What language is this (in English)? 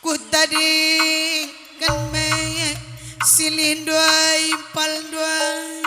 Batak Karo